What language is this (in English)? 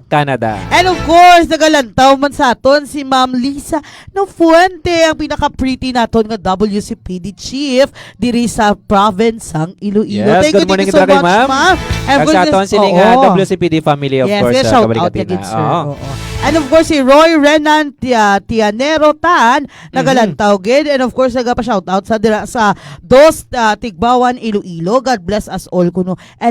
Hiligaynon